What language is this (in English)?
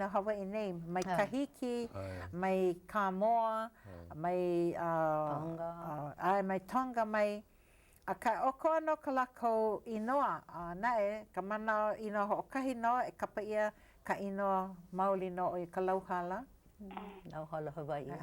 Hawaiian